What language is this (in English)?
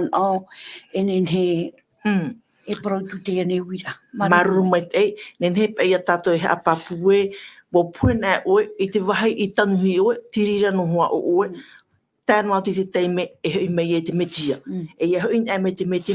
Tahitian